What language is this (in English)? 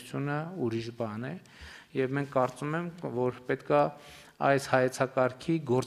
Armenian